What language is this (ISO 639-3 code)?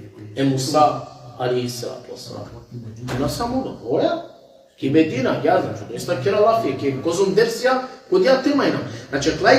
rmn